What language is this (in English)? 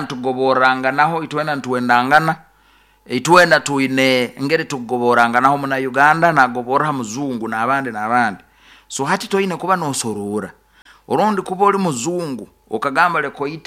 Nyoro